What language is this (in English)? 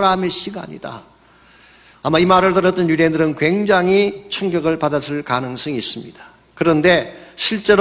Korean